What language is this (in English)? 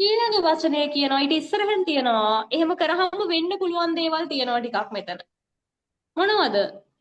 Sinhala